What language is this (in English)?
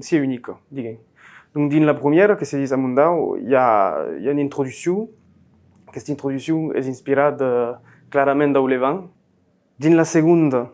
Occitan